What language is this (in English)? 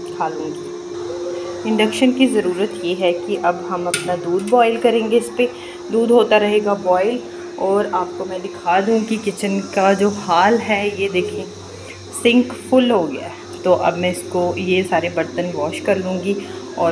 Hindi